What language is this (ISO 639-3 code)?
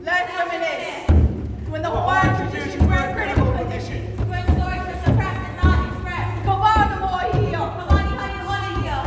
haw